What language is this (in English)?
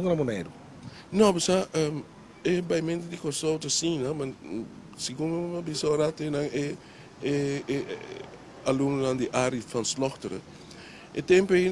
Papiamento